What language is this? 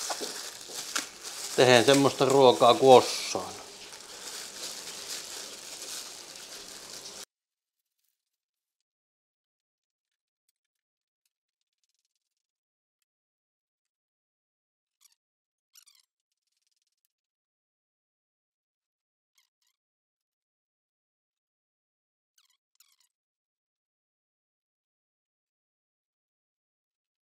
Finnish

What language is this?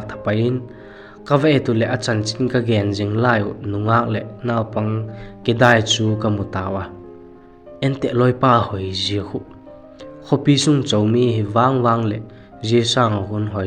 Vaiphei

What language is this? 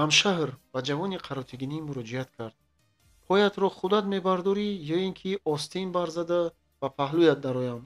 Tajik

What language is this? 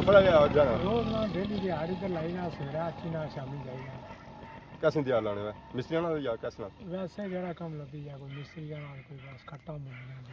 Pahari-Potwari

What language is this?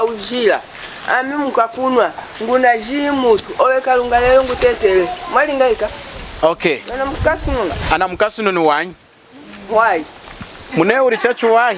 Lunda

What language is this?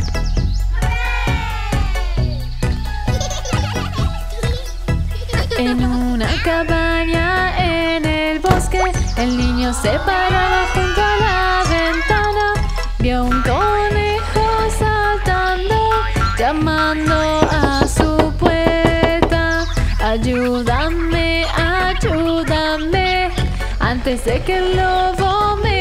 Spanish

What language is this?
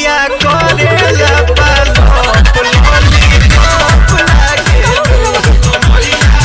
Bhojpuri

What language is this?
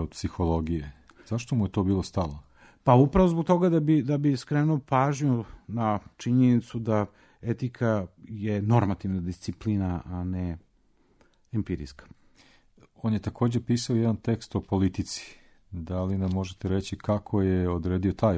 Serbian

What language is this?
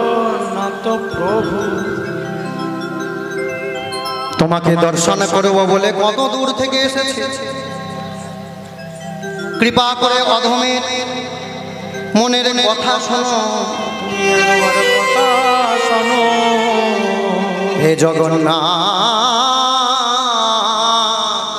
Bangla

